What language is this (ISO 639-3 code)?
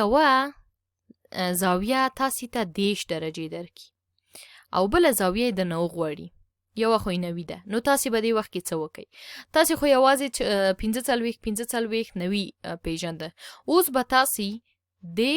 pus